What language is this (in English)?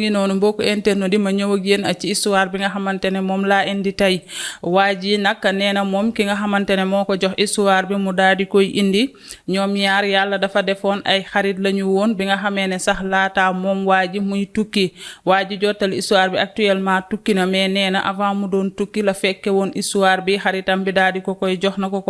Wolof